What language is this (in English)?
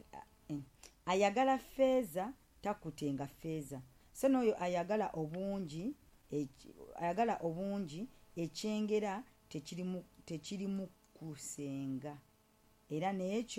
Ganda